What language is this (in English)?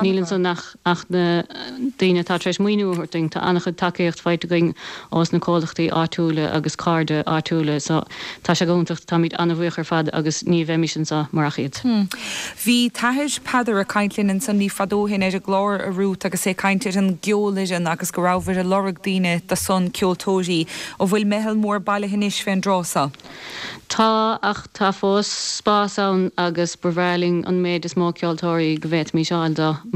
Irish